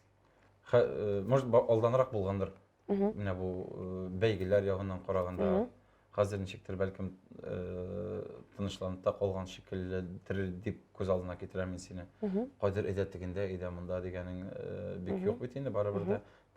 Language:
Tatar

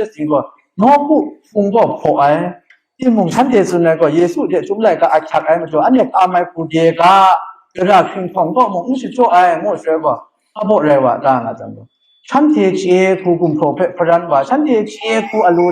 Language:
Kachin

